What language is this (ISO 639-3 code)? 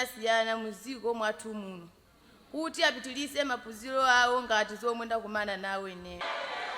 nya